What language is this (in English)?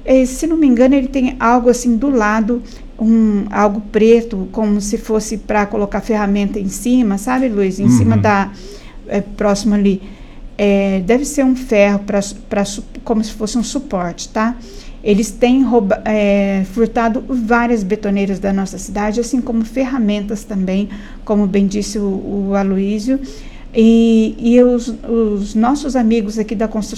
Portuguese